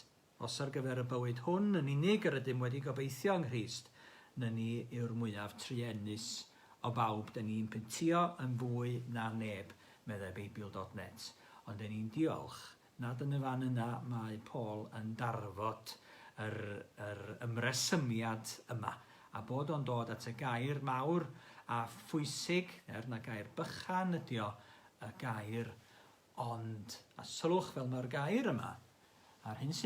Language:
Welsh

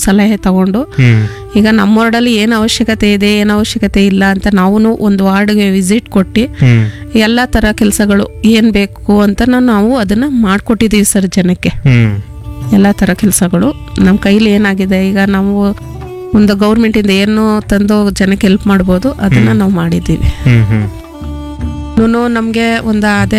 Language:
Kannada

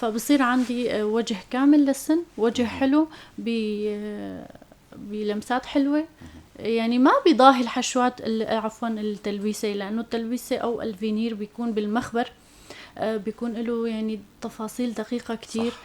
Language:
North Levantine Arabic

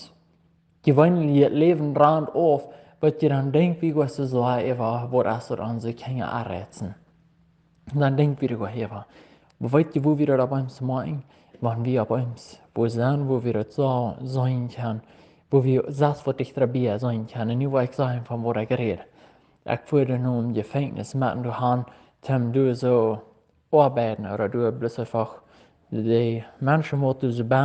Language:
Plautdietsch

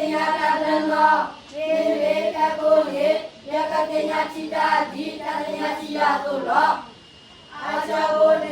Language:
S'gaw Karen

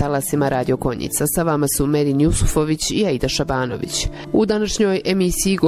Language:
Bosnian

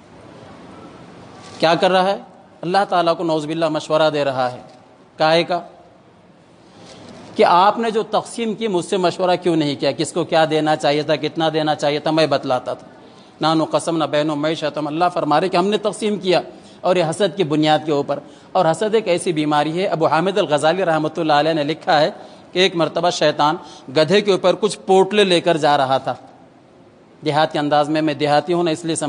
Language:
Urdu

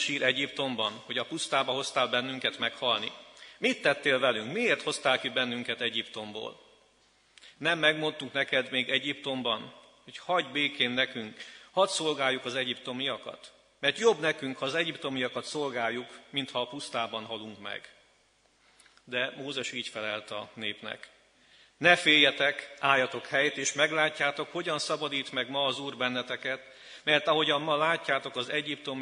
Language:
Hungarian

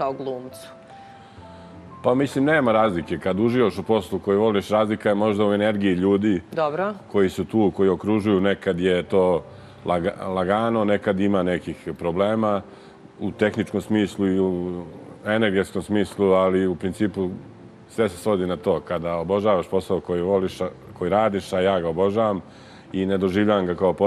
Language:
Serbian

